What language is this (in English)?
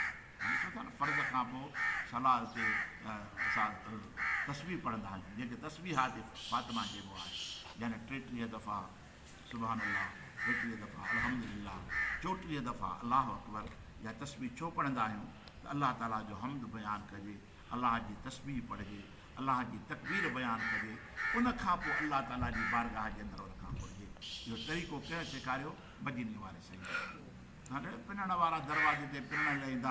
Sindhi